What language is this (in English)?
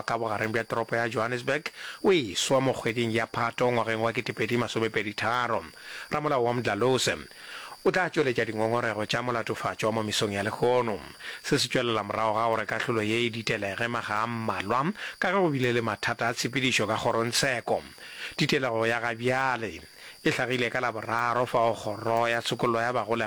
Northern Sotho